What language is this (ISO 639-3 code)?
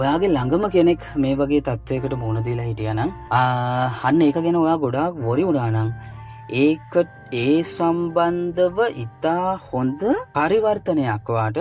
sin